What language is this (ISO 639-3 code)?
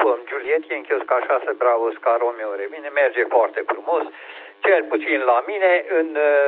ron